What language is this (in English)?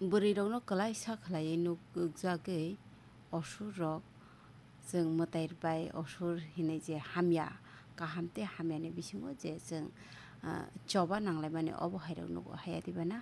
Kok Borok